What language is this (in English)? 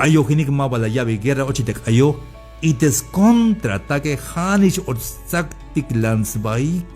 Tzeltal